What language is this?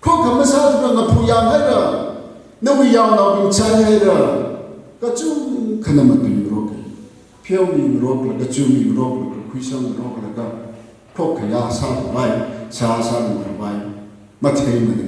Tangkhul Naga (India)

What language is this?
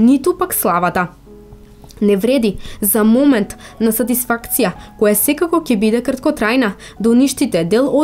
Macedonian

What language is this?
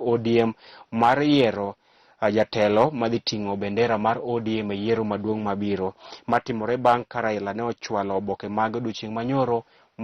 Luo (Kenya and Tanzania)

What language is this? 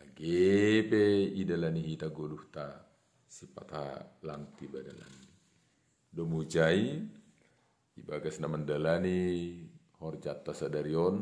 Batak Simalungun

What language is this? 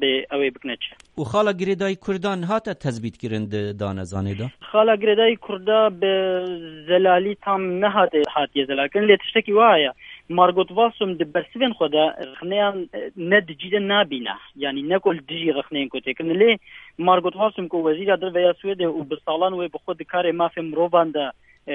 Kurdish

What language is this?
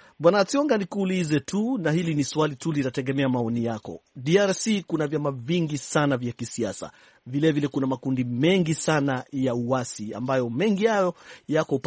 Swahili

